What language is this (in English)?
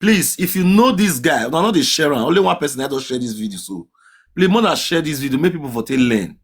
Nigerian Pidgin